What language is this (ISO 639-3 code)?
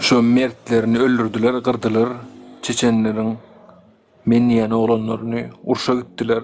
tuk